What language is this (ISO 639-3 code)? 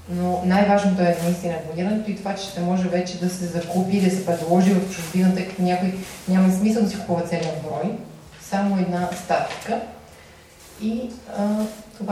bul